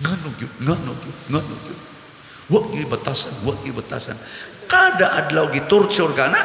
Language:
Cebuano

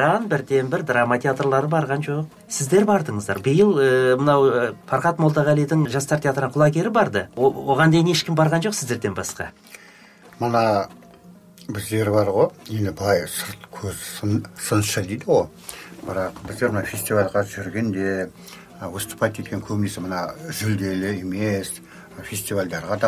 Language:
Kazakh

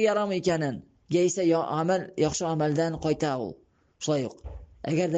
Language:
Tatar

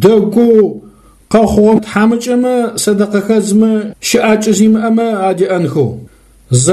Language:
Adyghe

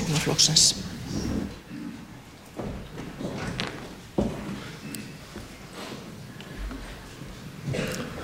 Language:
Icelandic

